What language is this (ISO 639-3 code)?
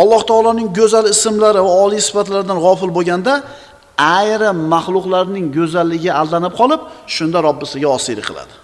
uzb